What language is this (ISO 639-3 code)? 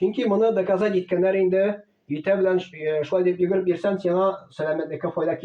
tat